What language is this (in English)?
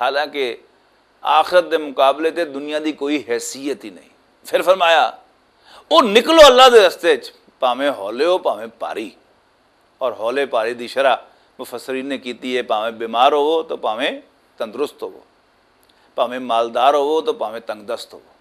Western Panjabi